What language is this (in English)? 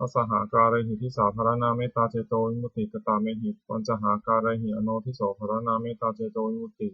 Pali